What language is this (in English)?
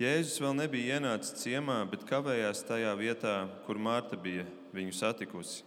Latvian